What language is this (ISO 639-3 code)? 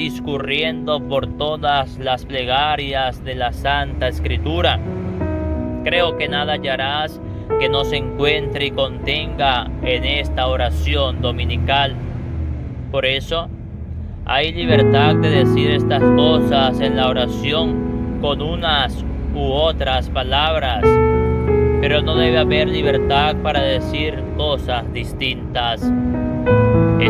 spa